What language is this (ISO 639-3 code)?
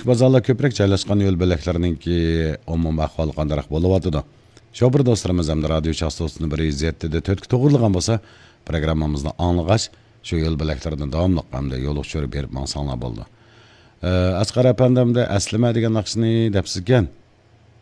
uig